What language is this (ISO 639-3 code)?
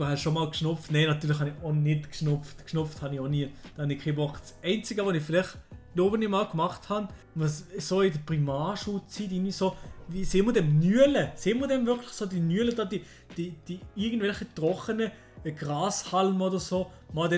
gsw